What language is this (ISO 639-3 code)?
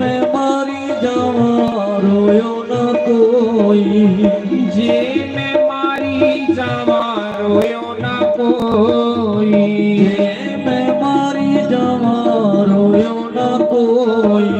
doi